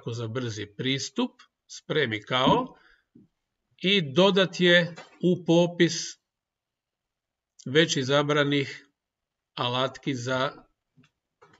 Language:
Croatian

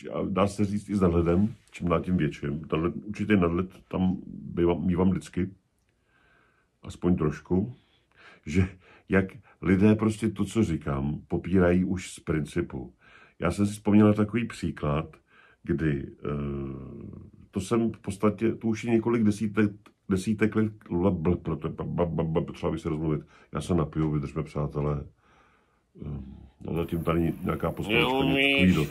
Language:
Czech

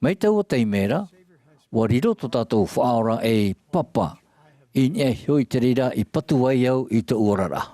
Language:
Tahitian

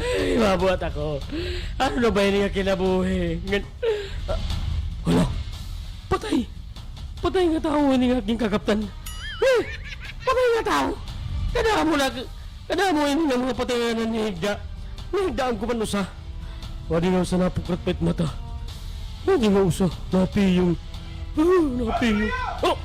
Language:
Waray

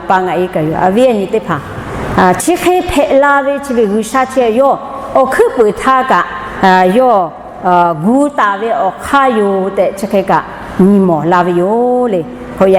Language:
Lahu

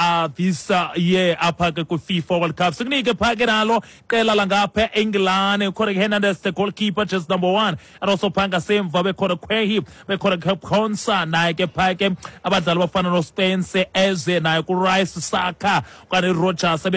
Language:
Xhosa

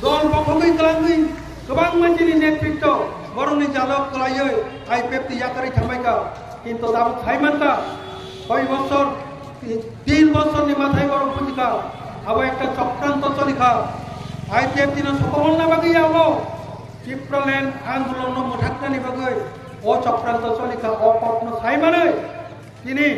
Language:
Kok Borok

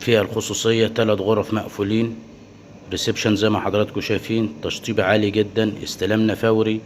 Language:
Egyptian Arabic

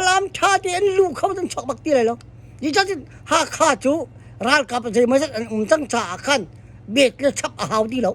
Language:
Hakha Chin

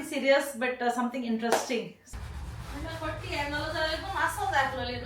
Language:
Konkani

